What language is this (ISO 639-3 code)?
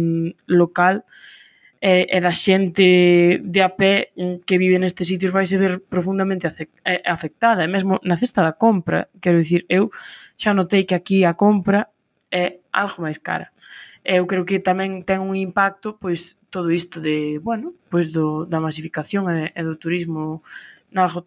glg